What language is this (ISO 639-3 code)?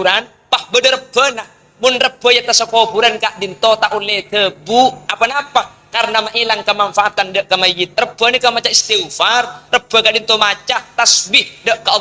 mad